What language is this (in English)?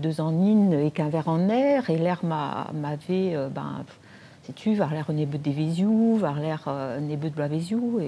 Breton